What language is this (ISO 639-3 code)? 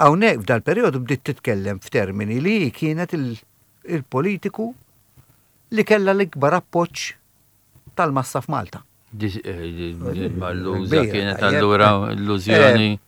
mlt